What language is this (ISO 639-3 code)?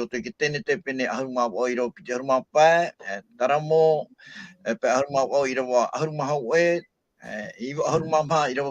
tah